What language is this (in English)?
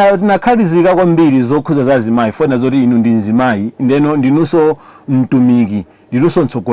Nyanja